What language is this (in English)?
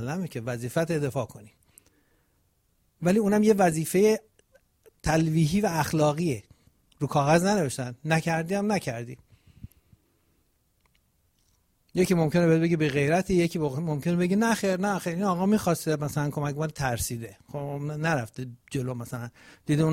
Persian